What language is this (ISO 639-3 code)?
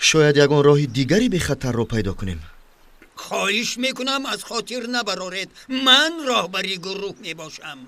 tgk